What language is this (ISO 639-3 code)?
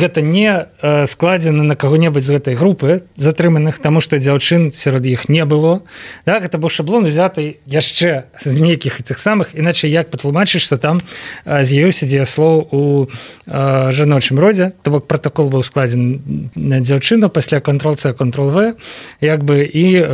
bel